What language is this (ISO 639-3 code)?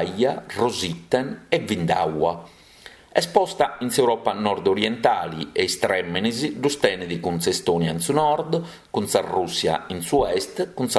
srd